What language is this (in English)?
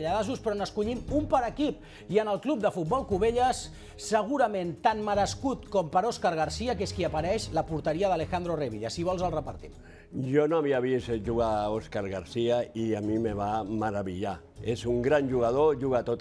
Catalan